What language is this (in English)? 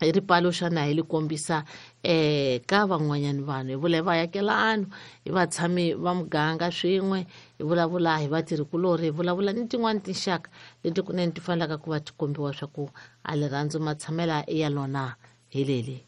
Tsonga